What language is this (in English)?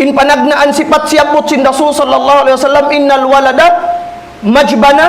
Tausug